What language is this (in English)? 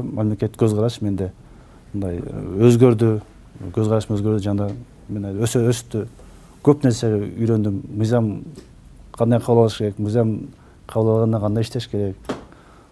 Kyrgyz